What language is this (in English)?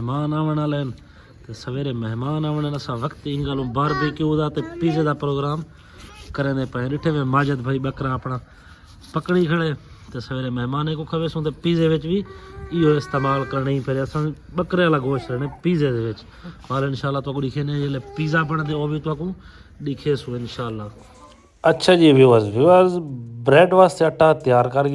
Saraiki